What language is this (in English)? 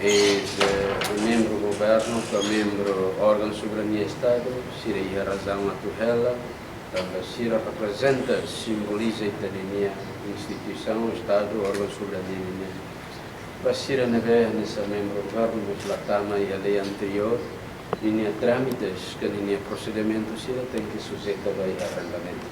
Tetum